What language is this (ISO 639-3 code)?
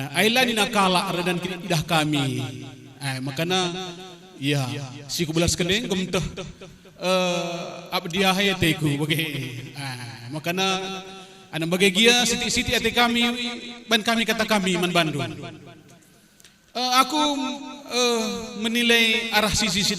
btx